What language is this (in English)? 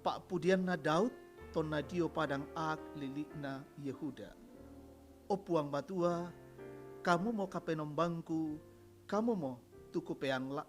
Toraja-Sa'dan